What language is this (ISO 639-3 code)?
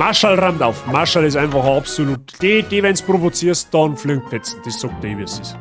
bar